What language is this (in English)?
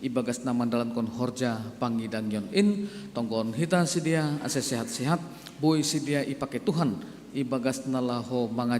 Batak Simalungun